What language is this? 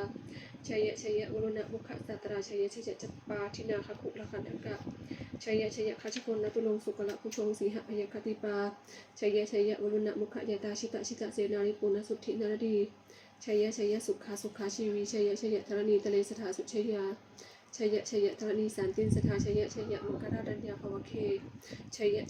Pali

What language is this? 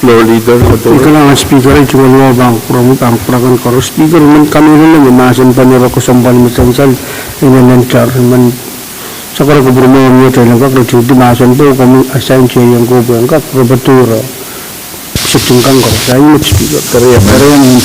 Pohnpeian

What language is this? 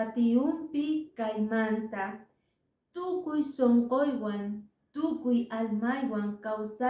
Quechua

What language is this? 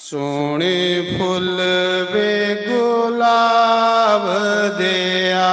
Dogri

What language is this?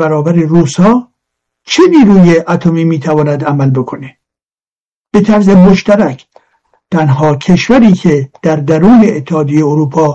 Persian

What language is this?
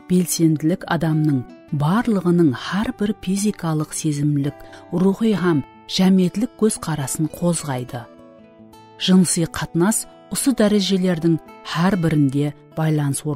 Kara-Kalpak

